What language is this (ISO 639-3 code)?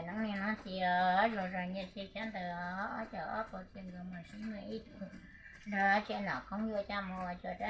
hmn